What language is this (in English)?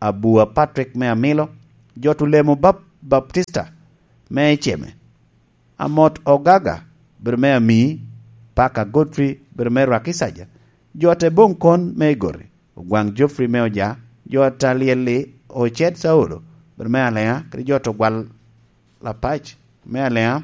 Lango (Uganda)